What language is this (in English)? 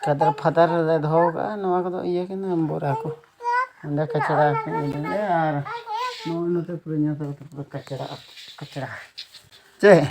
Santali